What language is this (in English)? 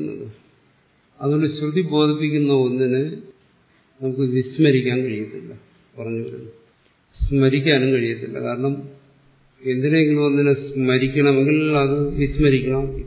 Malayalam